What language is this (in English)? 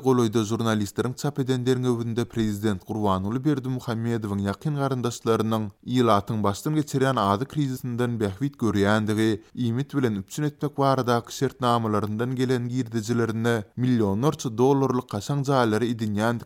Turkmen